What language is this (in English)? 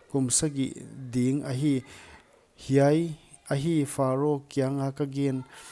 Paite Chin